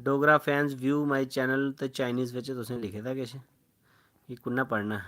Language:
Dogri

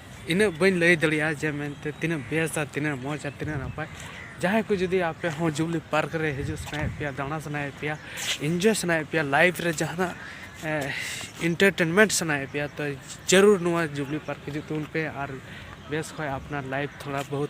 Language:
Santali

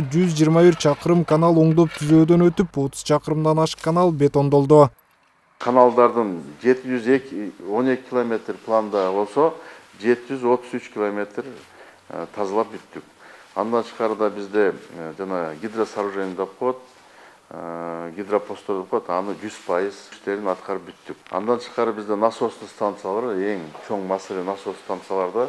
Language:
Kyrgyz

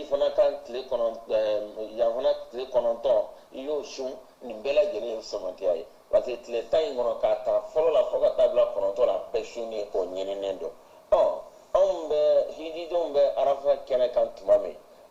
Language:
Bambara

